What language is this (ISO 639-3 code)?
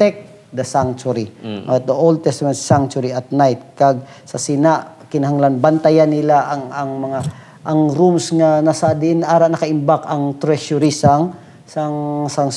hil